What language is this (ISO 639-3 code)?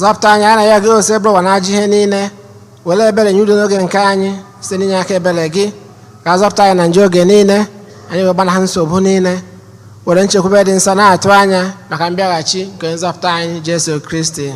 ibo